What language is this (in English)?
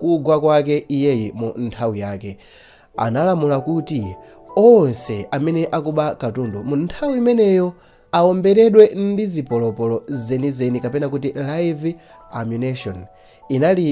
Nyanja